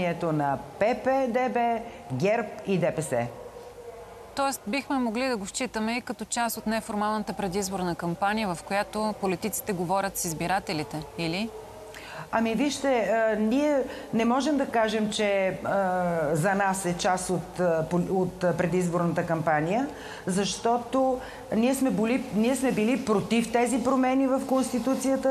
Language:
Bulgarian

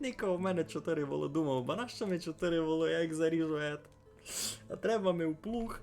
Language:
Rusyn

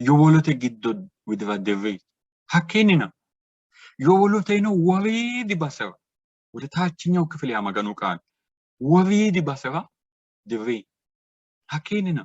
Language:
Sidamo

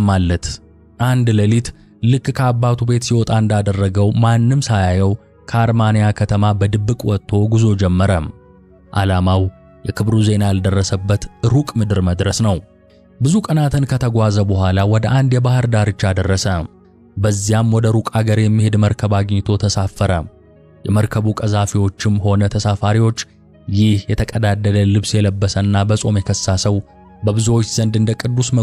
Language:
Amharic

